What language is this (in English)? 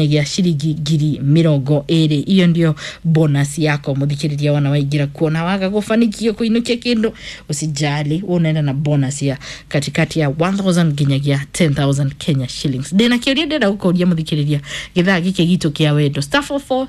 Kikuyu